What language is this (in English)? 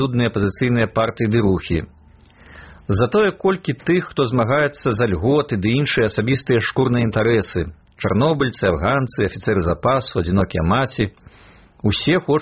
Belarusian